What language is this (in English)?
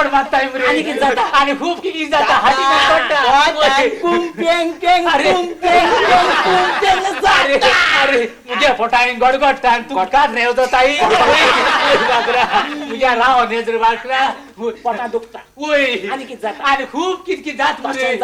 Konkani